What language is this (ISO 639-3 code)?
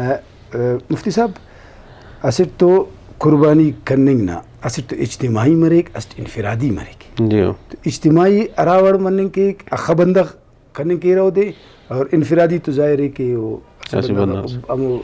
brh